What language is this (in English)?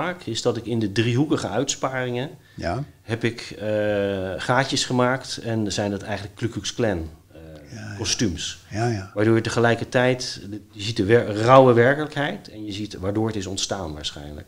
Dutch